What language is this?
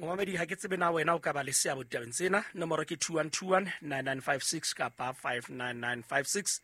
Southern Sotho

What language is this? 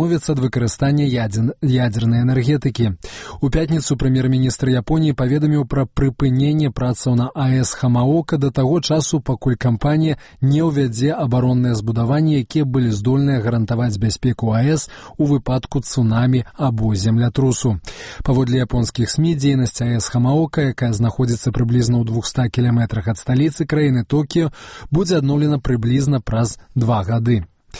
Belarusian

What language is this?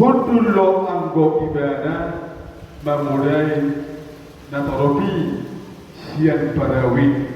Batak Toba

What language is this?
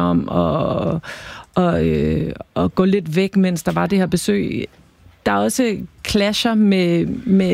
Danish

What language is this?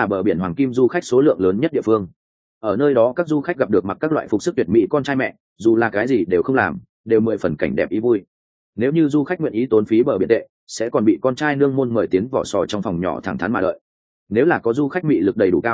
Vietnamese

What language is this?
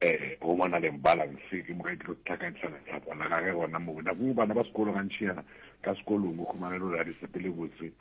Northern Sotho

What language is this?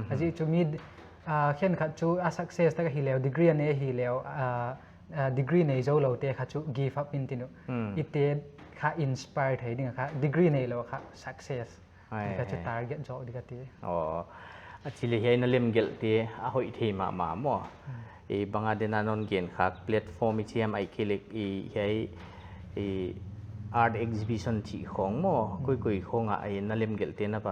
Paite Chin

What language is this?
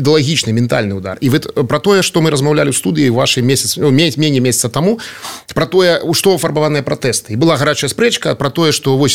Belarusian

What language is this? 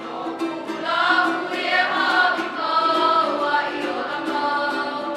Hawaiian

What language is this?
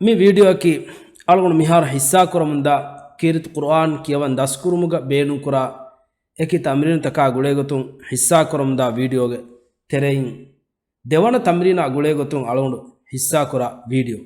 Divehi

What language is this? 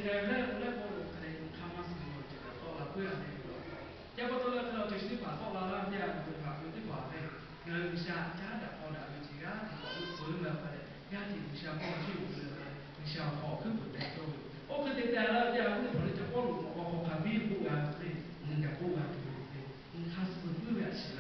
Lahu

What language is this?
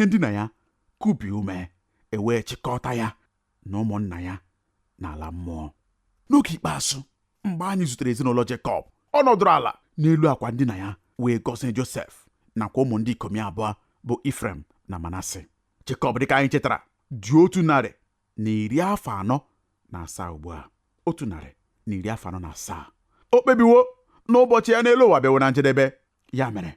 Igbo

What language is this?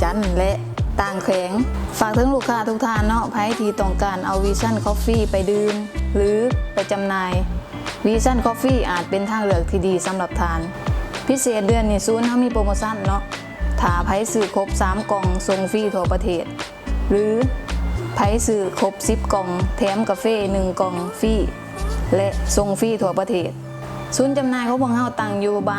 Lao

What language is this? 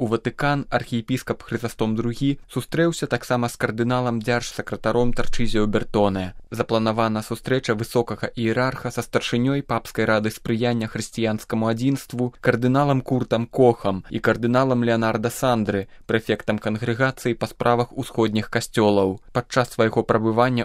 Belarusian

